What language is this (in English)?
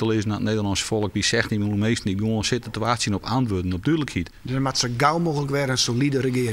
Western Frisian